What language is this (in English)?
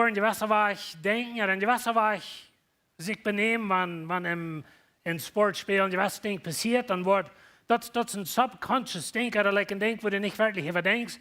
Plautdietsch